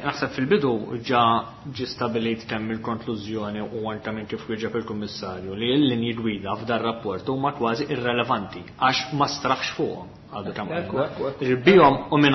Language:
Maltese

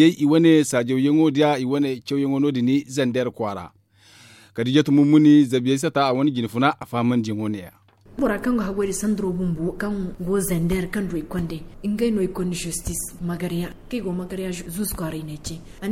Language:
Zarma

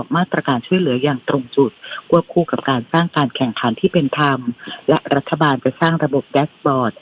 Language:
Thai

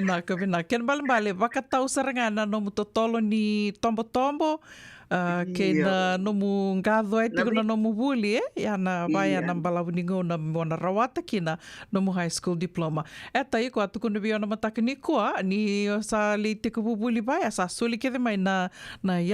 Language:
Fijian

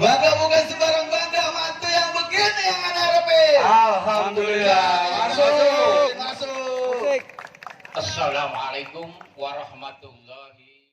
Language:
Betawi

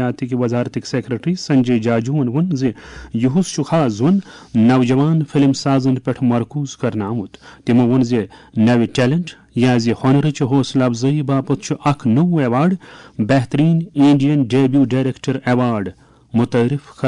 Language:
Kashmiri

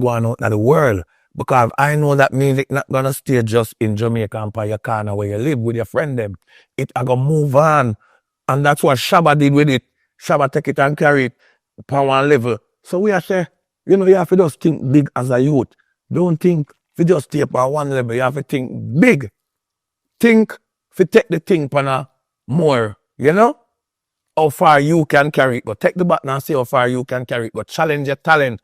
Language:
Jamaican Creole English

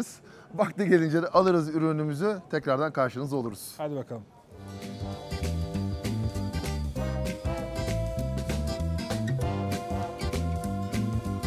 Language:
Turkish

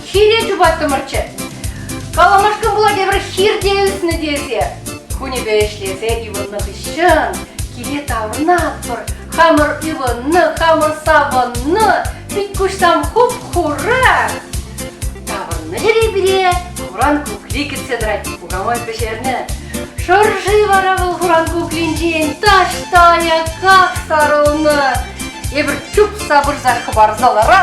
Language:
Chuvash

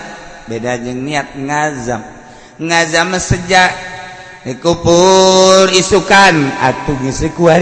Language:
Sundanese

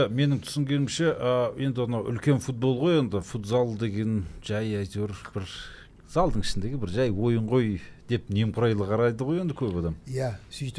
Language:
Kazakh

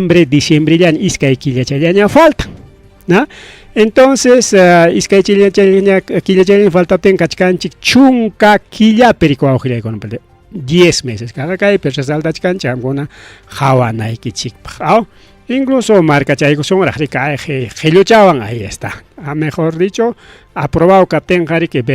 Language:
Ayacucho Quechua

